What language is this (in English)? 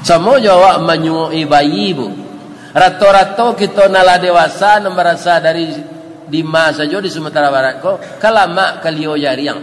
Minangkabau